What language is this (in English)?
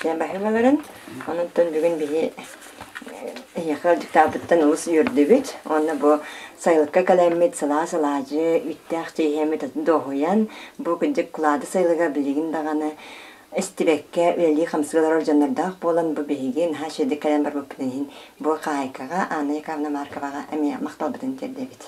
Yakut